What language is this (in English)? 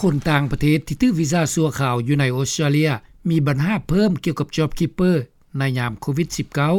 Lao